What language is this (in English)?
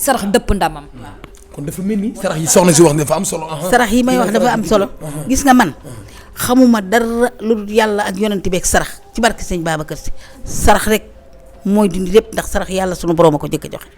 Wolof